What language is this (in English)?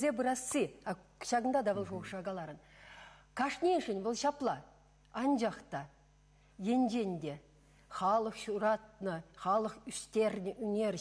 Chuvash